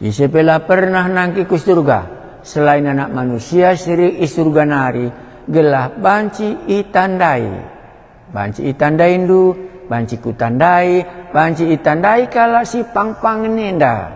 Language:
Batak Karo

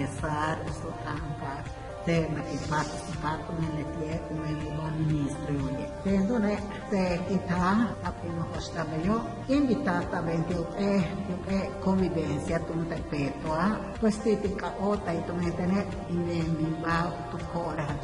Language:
Yucateco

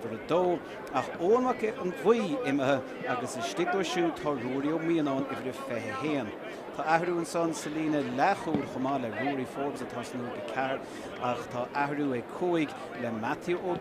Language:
Irish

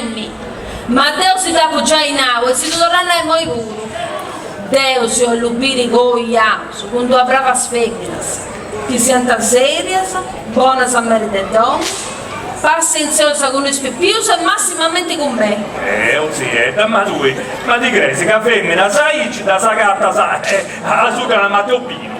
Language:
Sardinian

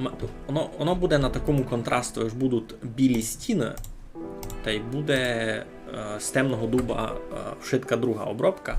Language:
Rusyn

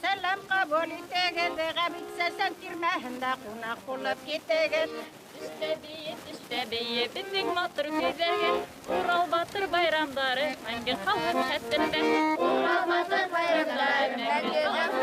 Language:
Bashkir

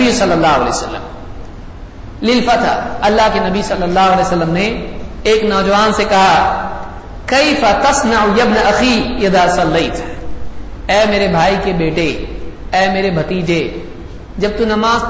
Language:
Urdu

